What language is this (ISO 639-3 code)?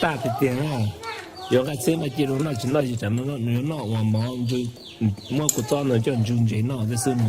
hmn